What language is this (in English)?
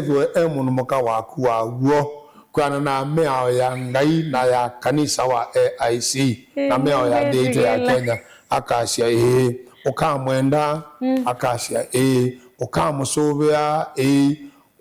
Kamba